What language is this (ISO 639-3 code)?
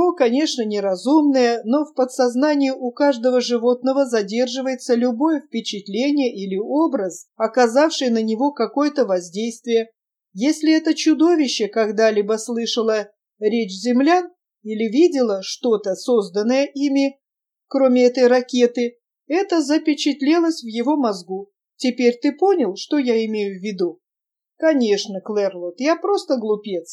rus